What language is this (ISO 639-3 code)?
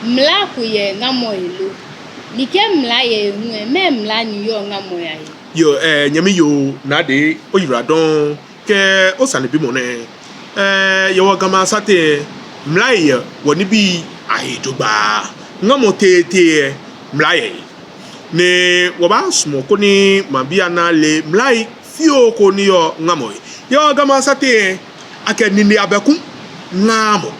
gaa